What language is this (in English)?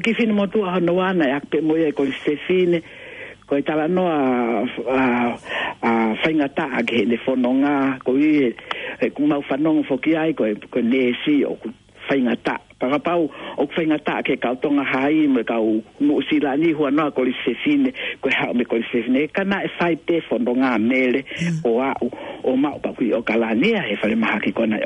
Tongan